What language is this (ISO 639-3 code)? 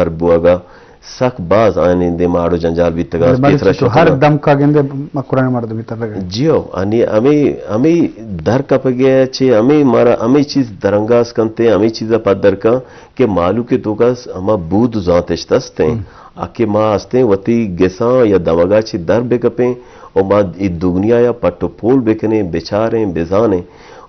bgp